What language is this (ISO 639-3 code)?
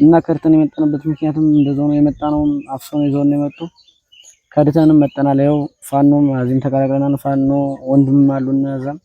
amh